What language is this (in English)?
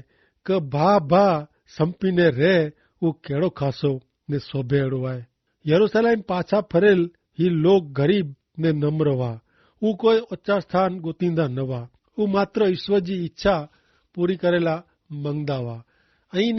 Kachhi